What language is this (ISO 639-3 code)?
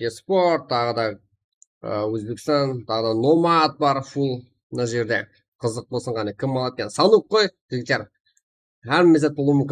kaa